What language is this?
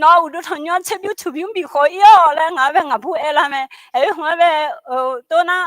Akha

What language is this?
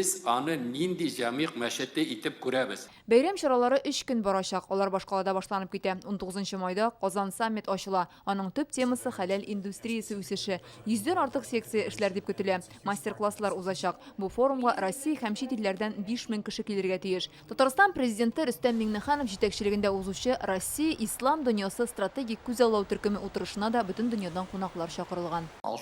Tatar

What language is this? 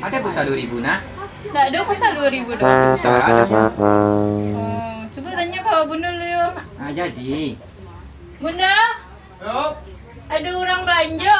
Minangkabau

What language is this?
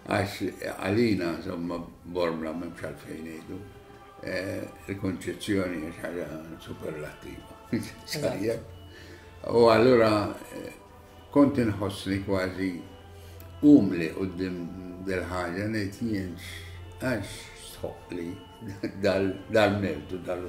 Maltese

